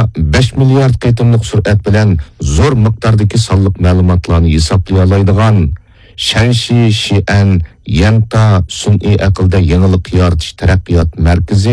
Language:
Uyghur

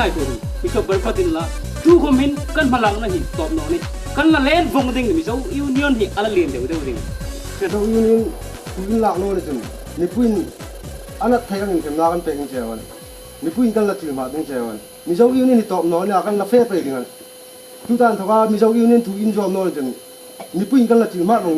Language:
Hmar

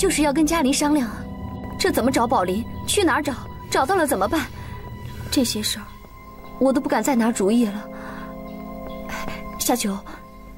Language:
Chinese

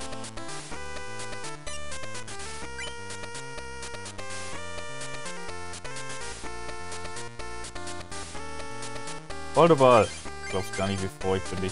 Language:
German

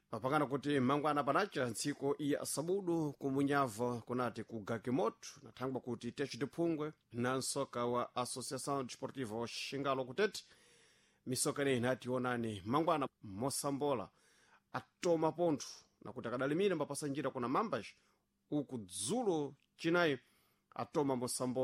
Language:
Sena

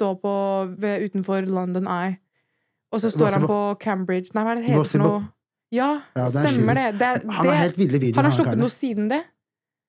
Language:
Norwegian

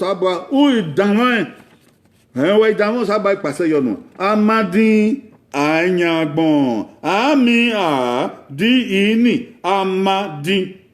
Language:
Bini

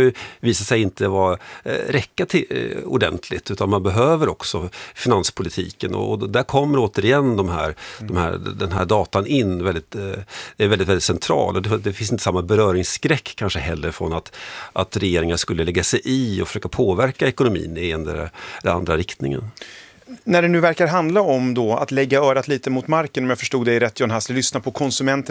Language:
Swedish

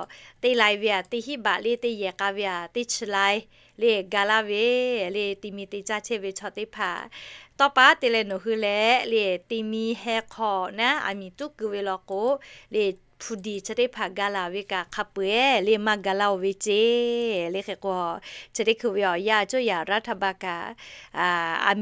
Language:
Lahu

